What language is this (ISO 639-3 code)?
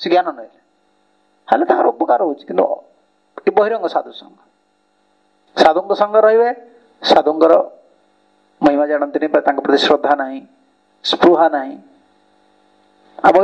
ori